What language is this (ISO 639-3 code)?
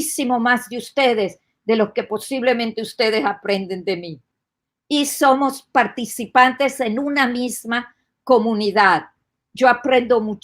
lad